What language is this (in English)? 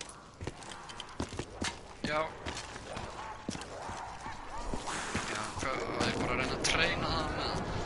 Icelandic